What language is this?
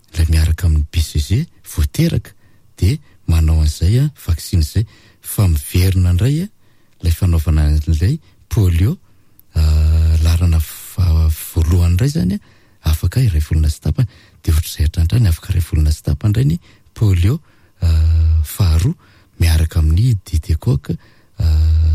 Malagasy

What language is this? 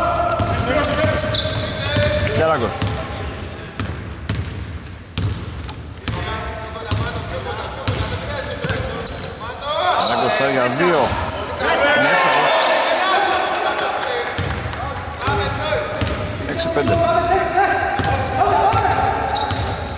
Greek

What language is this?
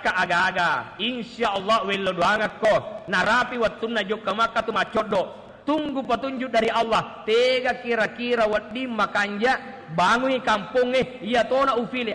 Buginese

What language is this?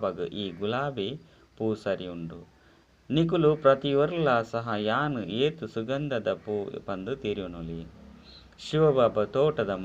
Tulu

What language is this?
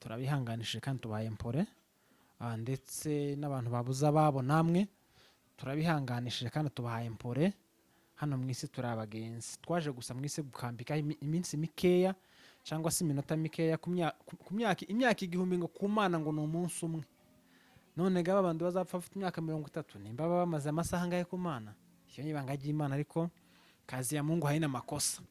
Rundi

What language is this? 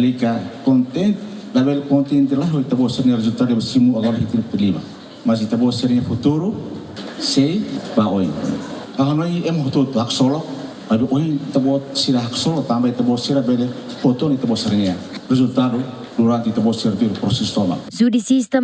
Tetum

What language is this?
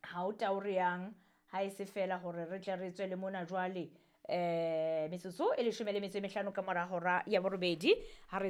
Southern Sotho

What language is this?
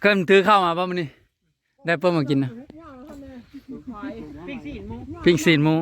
Northeastern Thai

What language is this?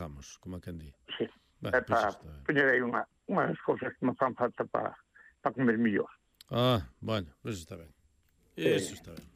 Galician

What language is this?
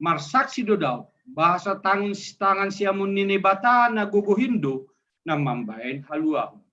Batak Simalungun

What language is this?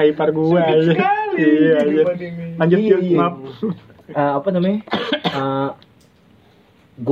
Indonesian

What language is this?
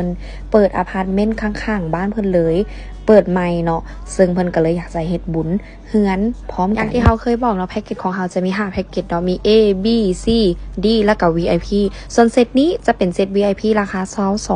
Lao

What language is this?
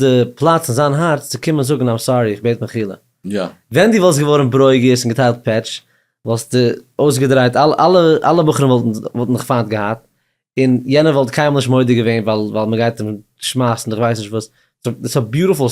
Yiddish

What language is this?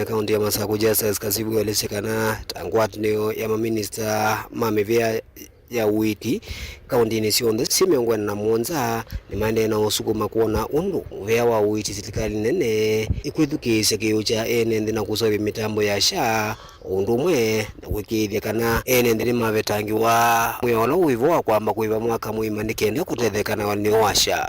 Kamba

